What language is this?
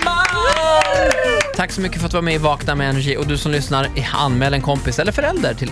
Swedish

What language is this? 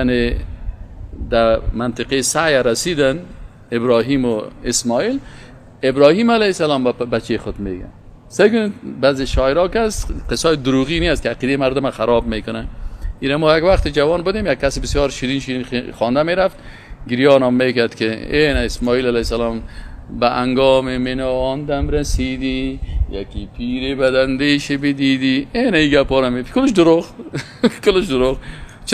Persian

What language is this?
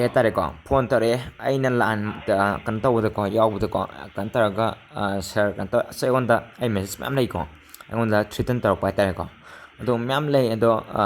Manipuri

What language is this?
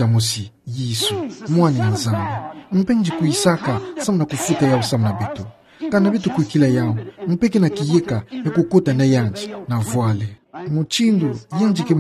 Kituba (Democratic Republic of Congo)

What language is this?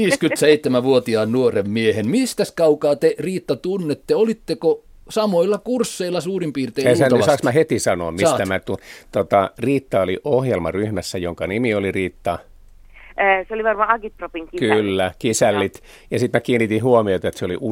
Finnish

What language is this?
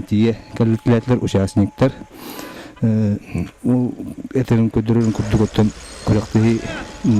Yakut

